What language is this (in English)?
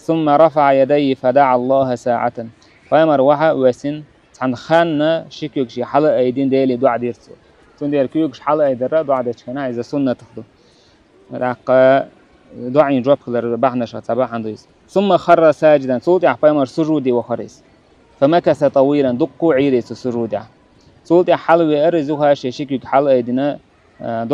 Chechen